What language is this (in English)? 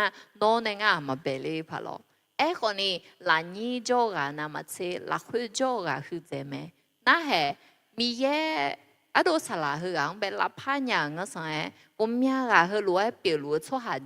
Akha